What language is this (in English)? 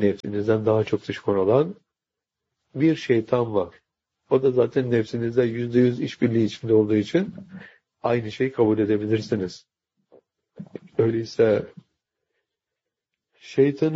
Turkish